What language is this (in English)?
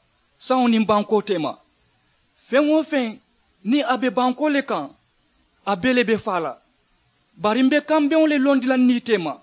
Mandingo